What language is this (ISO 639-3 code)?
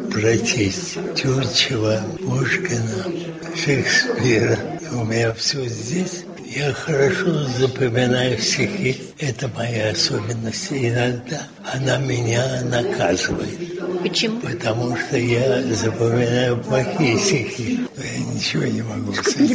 rus